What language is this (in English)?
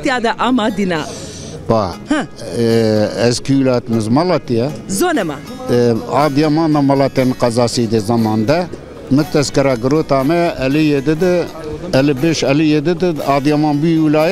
Zaza